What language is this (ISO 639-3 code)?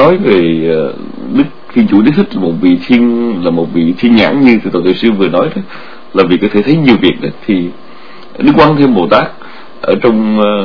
vie